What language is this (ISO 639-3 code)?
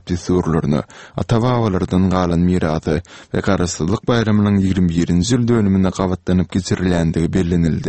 kir